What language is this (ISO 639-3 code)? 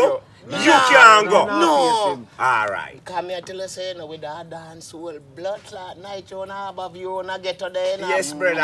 jam